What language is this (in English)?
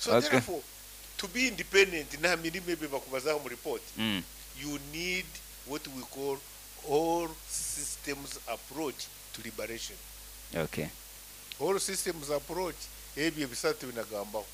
Nyankole